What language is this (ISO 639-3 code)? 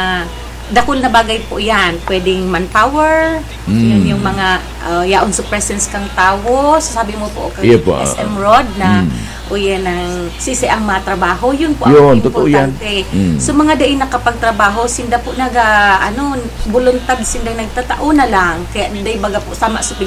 bik